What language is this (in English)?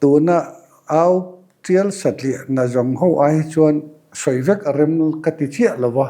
Mizo